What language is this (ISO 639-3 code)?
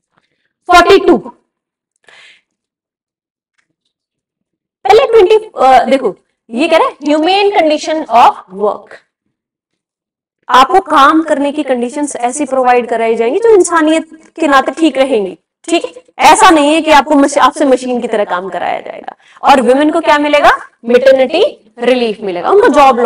hin